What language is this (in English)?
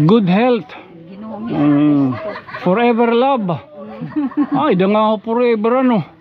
Waray